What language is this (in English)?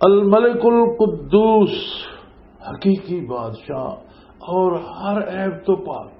Western Panjabi